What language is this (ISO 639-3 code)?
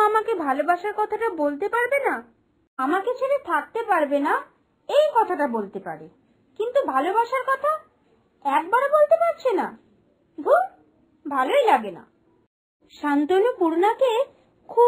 ben